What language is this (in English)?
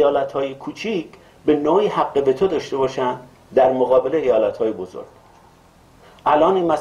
Persian